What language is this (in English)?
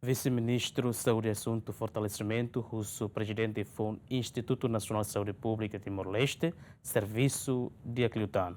Tetum